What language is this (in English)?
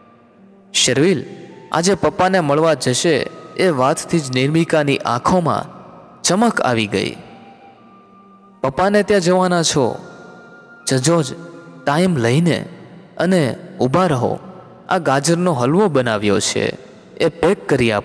Gujarati